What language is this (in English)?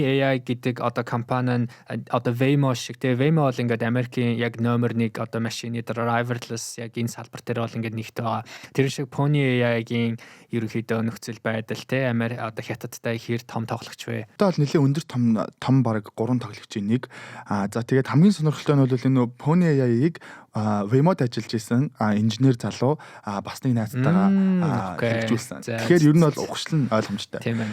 Mongolian